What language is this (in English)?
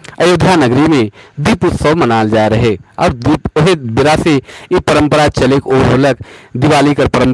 Sadri